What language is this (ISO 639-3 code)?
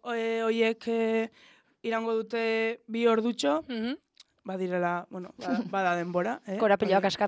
eus